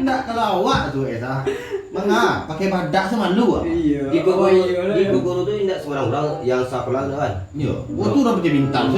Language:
Minangkabau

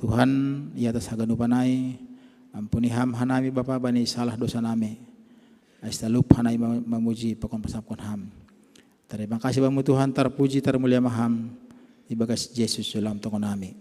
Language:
Batak Simalungun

